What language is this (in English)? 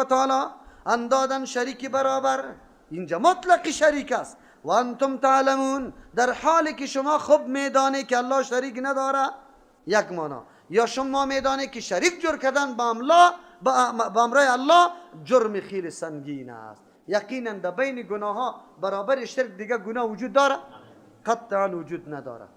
Persian